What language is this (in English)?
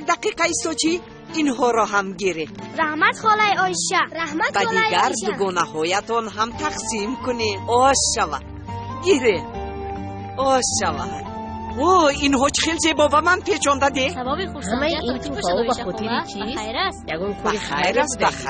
Tajik